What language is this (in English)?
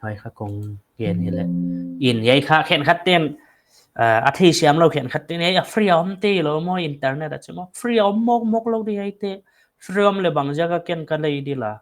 Paite Chin